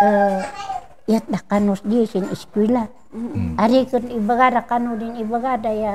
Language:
Kankanaey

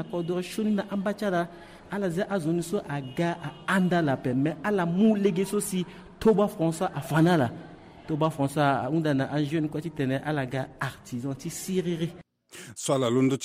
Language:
Sango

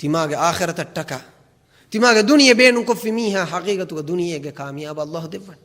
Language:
Divehi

